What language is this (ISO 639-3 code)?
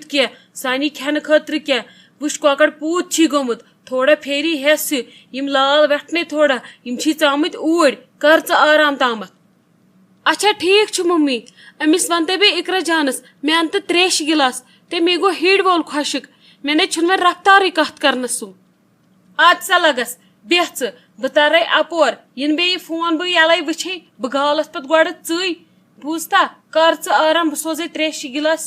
kas